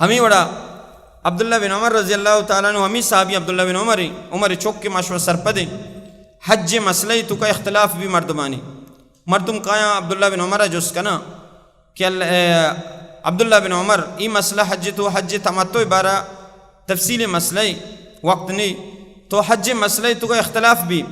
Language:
Baluchi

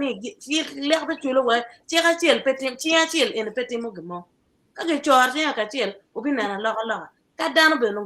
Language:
Acoli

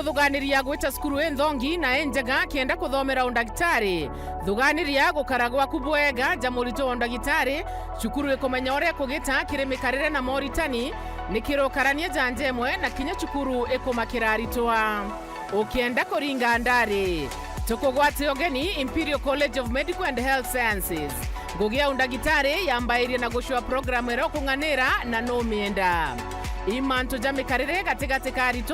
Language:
Meru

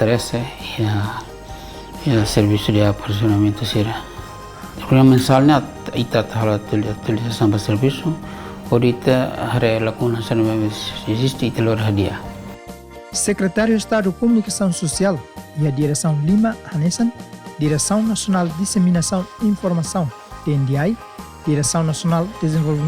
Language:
Tetum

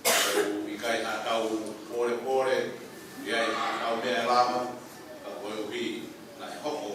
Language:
Tongan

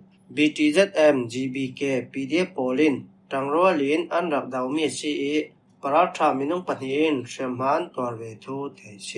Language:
Falam Chin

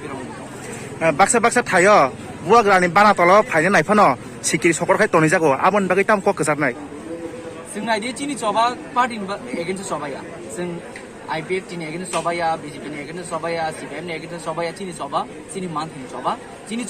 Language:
Kok Borok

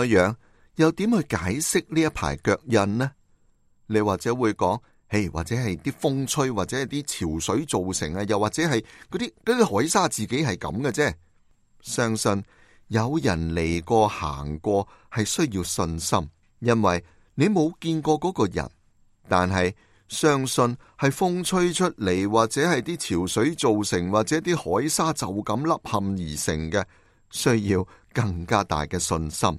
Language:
Cantonese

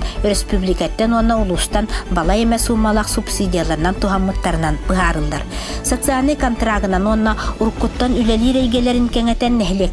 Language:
Yakut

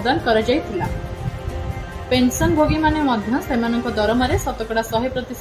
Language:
Odia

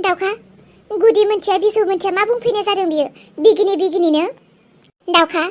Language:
Bodo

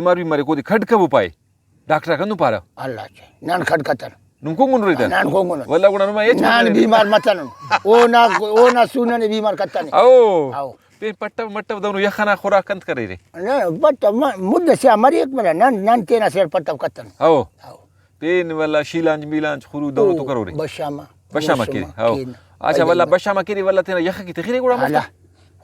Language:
Brahui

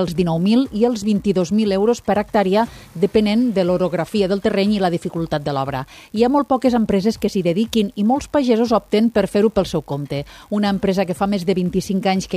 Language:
Catalan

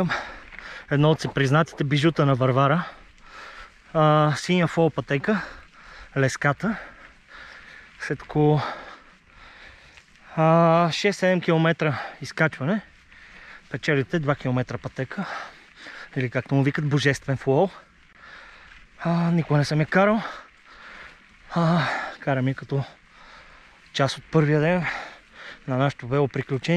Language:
Bulgarian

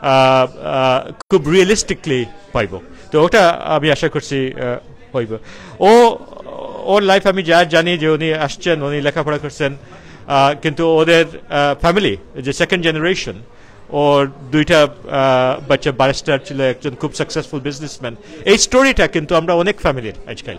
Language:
Sylheti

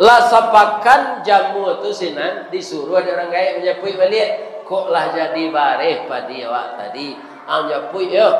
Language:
Minangkabau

